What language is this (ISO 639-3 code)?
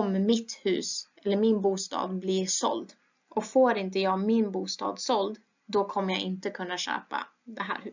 swe